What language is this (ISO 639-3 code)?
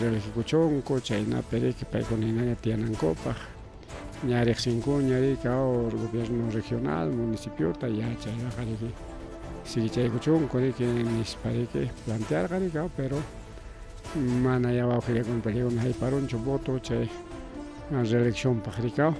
quy